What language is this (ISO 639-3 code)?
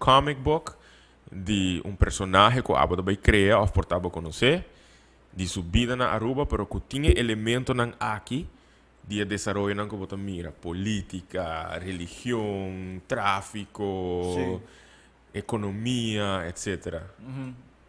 pap